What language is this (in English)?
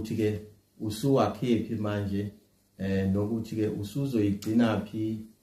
Zulu